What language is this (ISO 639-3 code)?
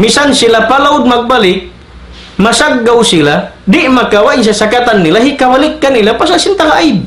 tsg